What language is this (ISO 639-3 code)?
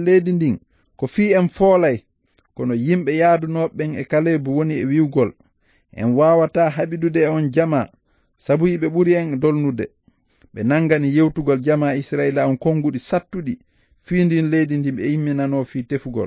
ful